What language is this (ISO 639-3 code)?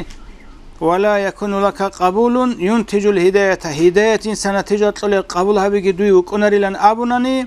ava